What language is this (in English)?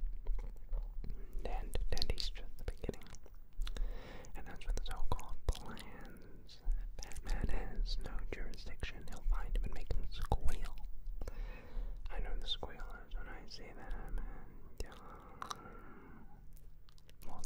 English